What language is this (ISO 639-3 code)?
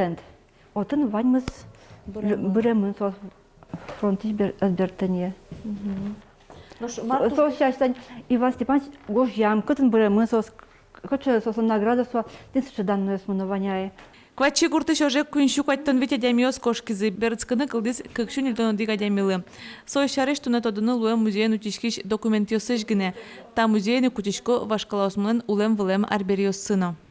udm